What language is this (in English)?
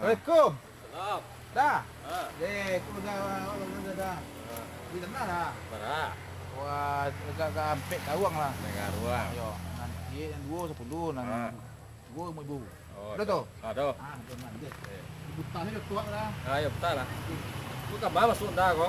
Minangkabau